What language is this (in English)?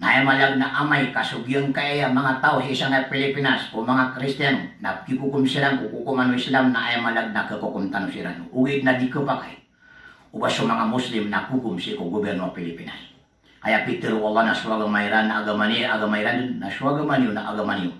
Maranao